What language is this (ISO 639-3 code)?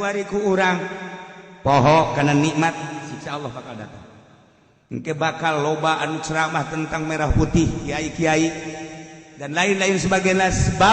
sun